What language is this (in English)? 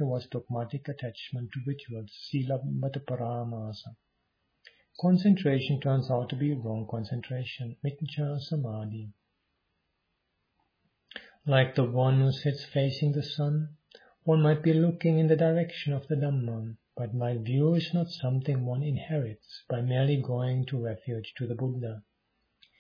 English